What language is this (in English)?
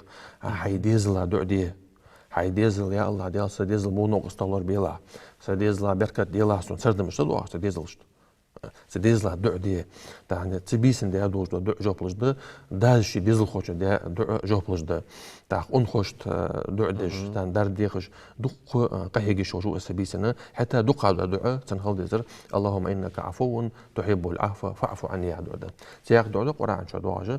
Ingush